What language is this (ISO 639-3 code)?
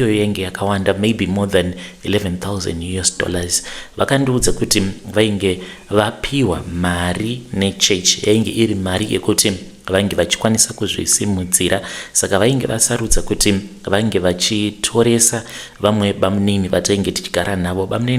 sna